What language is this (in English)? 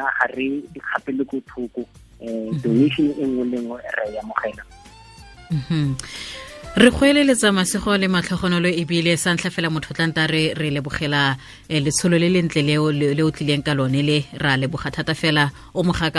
Tswana